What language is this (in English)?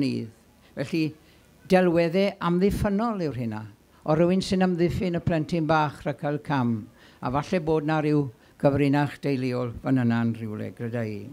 Welsh